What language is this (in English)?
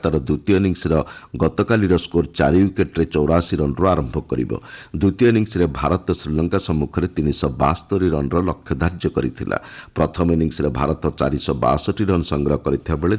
Odia